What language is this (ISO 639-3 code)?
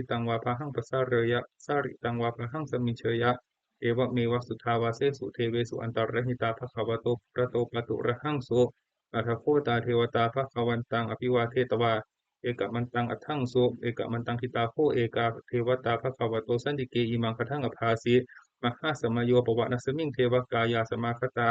pli